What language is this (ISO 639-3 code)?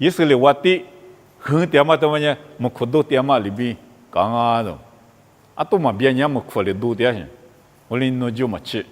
lis